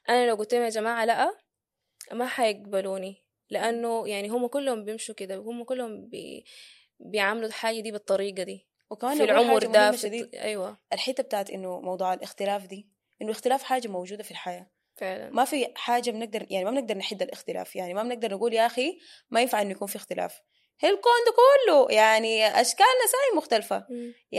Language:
Sudanese Arabic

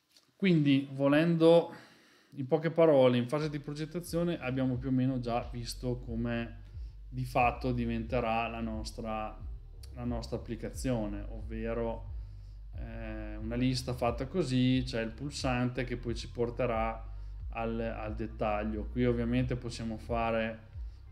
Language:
Italian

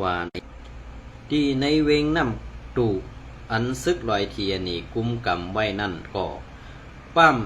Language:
Shan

